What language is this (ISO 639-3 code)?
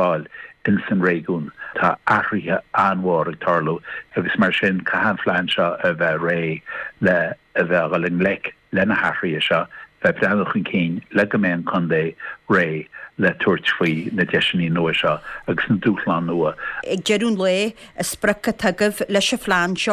gle